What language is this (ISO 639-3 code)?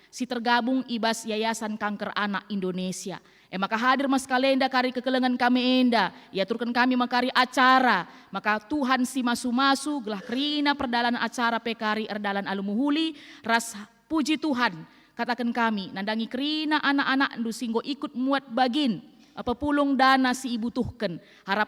btx